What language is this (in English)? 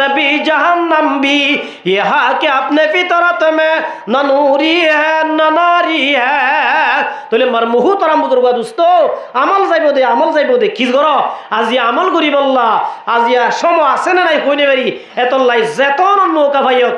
Rohingya